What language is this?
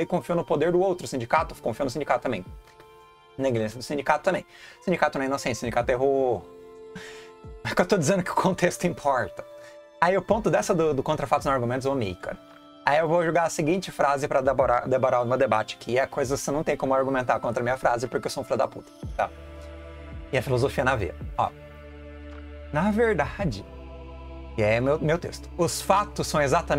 Portuguese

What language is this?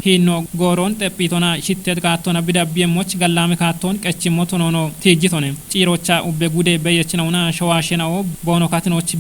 Kafa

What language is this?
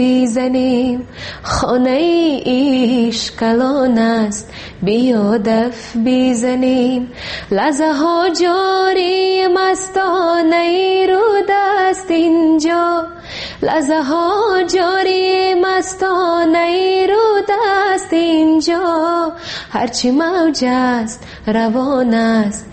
Tajik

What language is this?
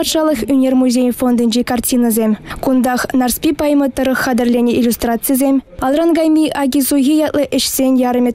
Chuvash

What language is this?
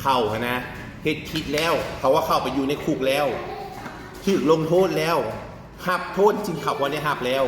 Northeastern Thai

